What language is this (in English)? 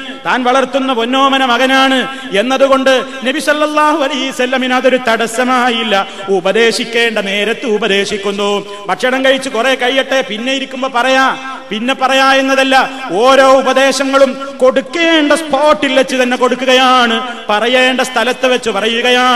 Malayalam